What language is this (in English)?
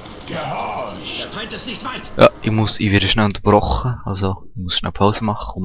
Swiss German